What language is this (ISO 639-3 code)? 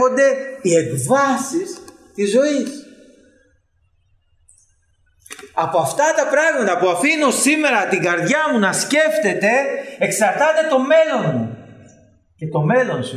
ell